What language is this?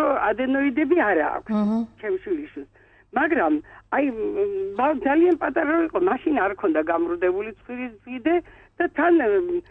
Georgian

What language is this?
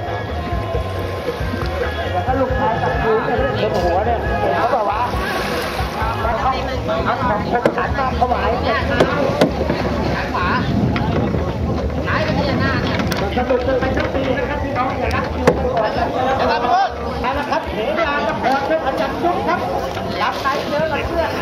Thai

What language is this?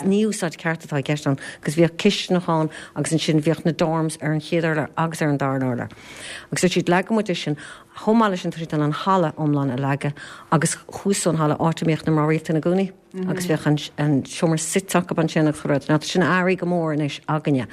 Irish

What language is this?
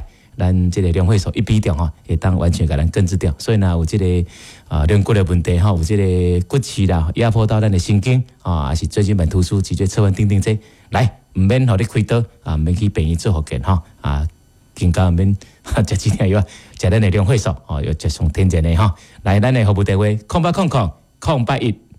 Min Nan Chinese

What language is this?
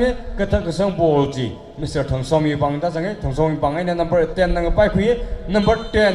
Tangkhul Naga (India)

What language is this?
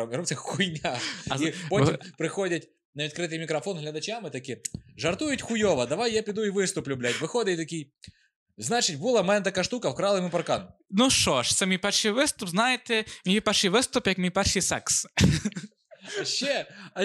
Ukrainian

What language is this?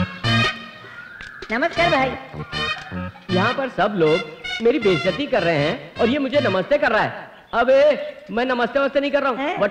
Hindi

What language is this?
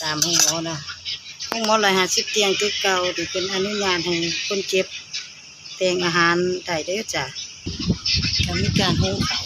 Lao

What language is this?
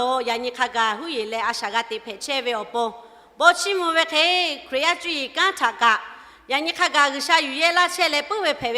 Lahu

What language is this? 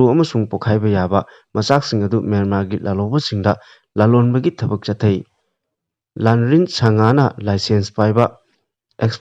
Manipuri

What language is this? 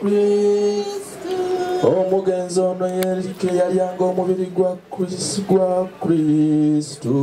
Ganda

